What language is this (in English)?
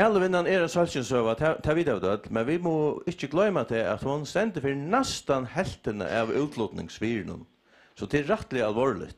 Faroese